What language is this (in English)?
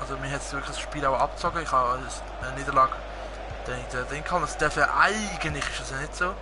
Swiss German